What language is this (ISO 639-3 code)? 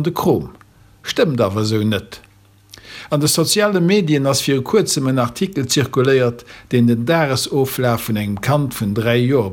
ltz